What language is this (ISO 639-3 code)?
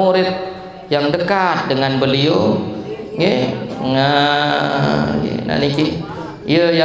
sas